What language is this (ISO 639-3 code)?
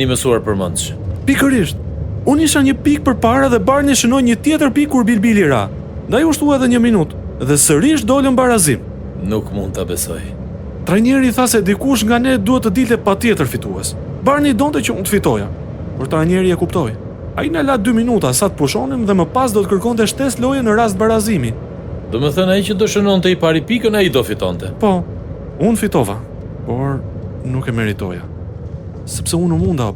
sqi